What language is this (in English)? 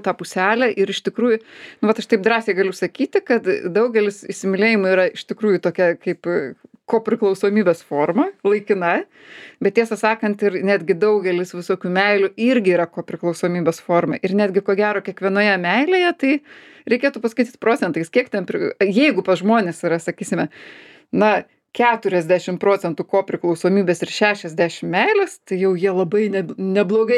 Lithuanian